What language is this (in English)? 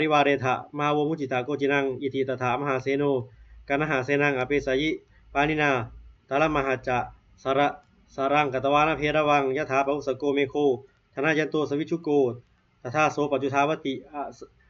Pali